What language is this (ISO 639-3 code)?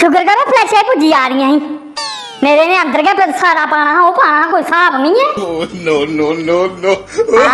doi